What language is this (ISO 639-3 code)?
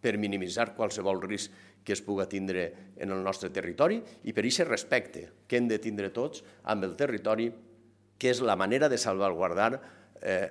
cat